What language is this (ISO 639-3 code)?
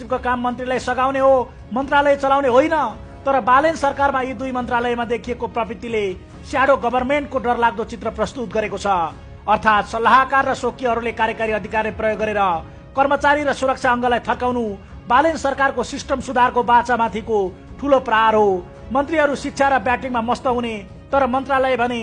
nep